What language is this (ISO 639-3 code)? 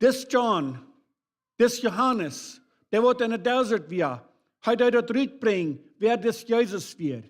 pdt